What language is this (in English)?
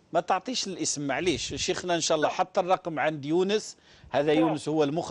Algerian Arabic